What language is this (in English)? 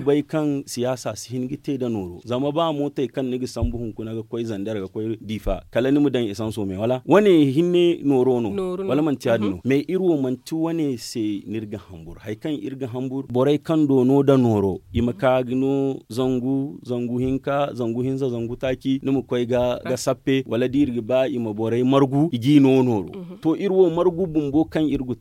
Zarma